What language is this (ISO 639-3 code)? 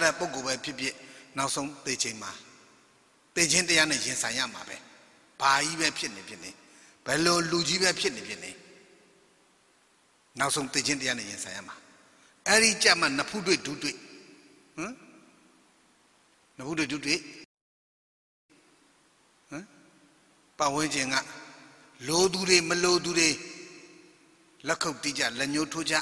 mya